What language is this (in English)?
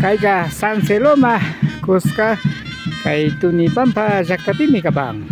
Imbabura Highland Quichua